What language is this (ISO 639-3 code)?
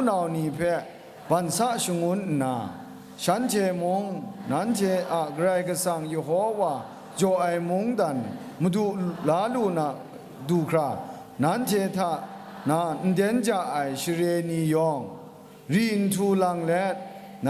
kac